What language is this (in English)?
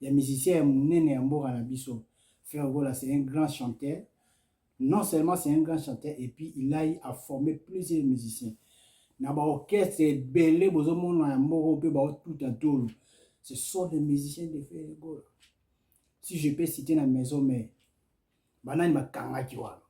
Lingala